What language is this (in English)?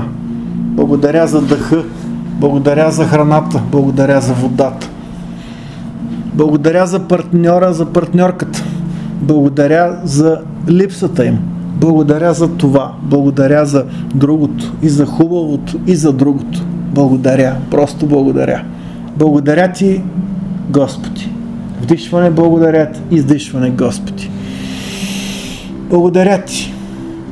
Bulgarian